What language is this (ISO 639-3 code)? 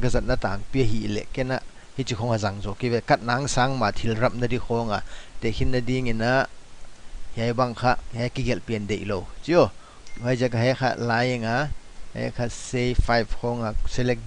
pck